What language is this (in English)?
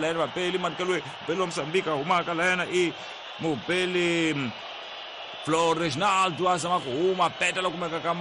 Tsonga